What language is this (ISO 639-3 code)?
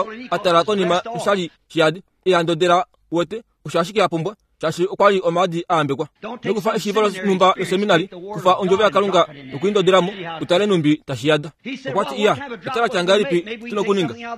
kua